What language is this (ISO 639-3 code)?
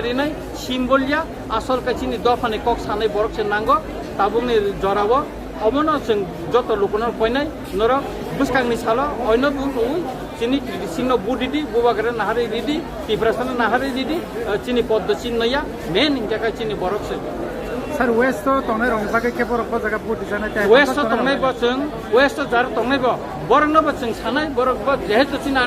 trp